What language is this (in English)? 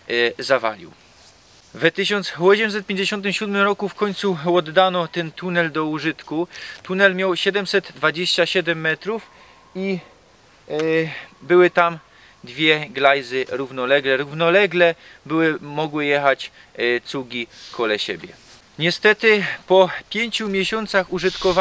Silesian